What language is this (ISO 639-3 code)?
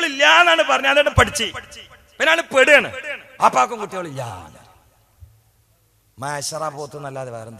mal